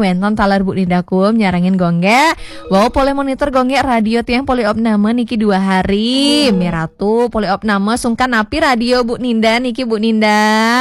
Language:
Balinese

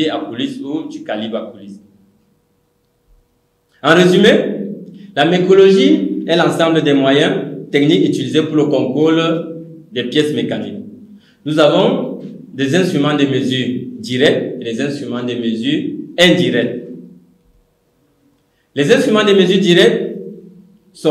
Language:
French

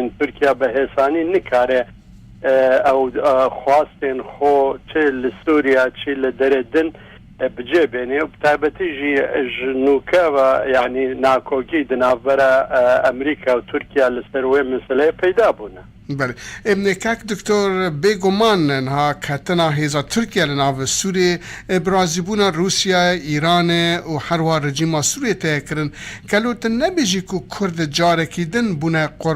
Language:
Kurdish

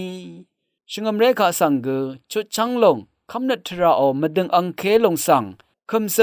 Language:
Rawang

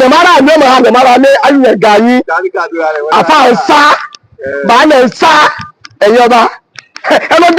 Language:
Yoruba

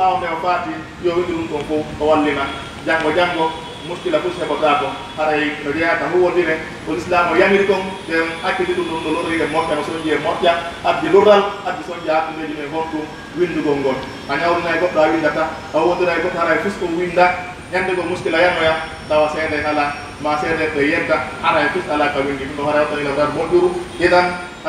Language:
Pular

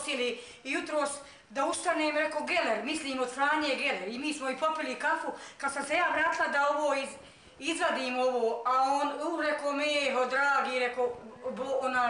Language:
Bosnian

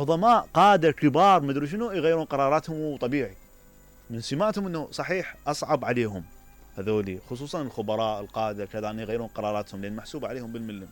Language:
Mesopotamian Arabic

